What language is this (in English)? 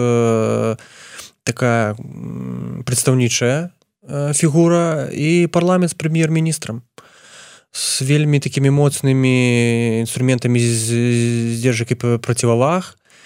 Belarusian